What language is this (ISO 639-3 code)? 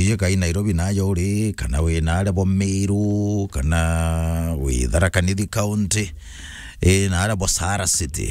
mer